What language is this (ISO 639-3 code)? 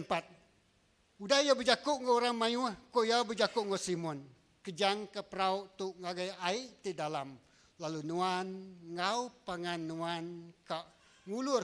iba